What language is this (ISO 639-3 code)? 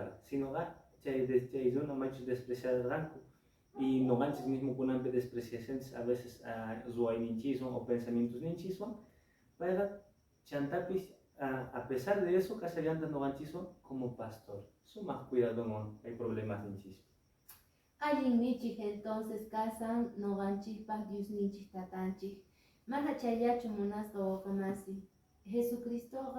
que